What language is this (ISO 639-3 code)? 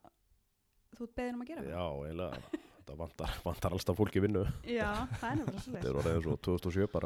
isl